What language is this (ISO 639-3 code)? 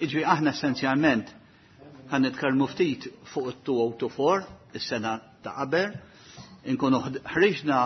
mlt